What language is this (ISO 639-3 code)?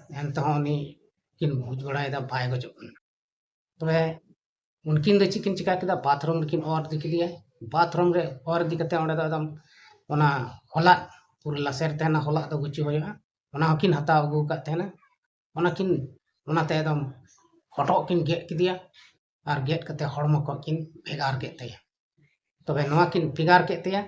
sat